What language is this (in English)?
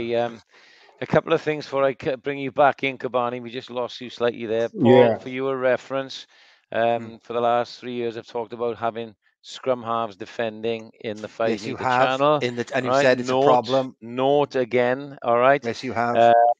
English